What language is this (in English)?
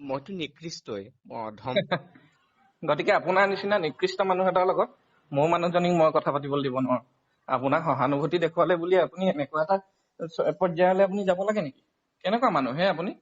Assamese